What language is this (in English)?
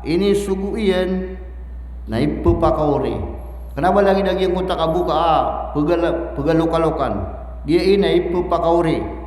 Maranao